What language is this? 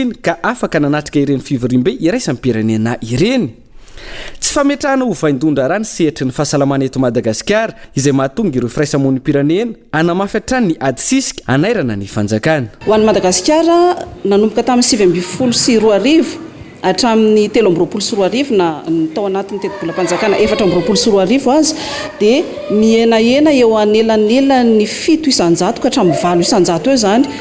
Malagasy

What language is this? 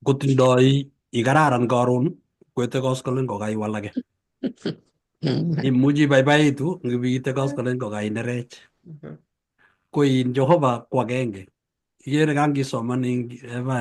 Kalenjin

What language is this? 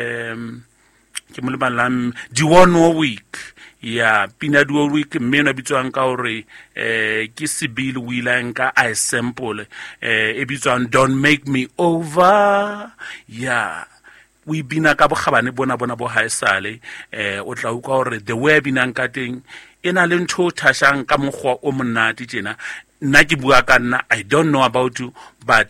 Southern Sotho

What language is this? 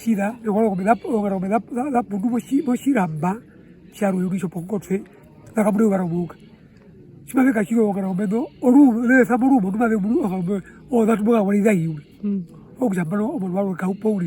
Herero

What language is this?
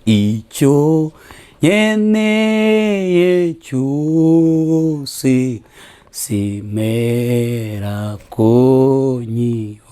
Kinyarwanda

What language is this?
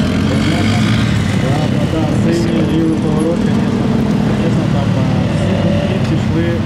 Ukrainian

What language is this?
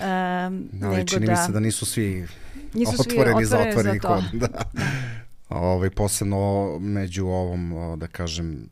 Serbian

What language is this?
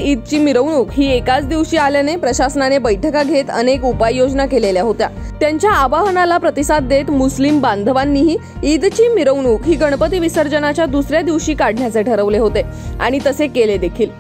Marathi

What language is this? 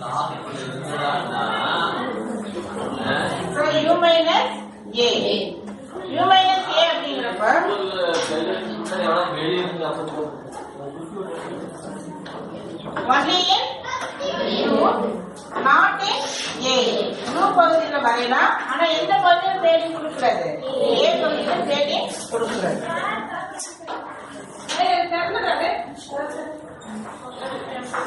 Tamil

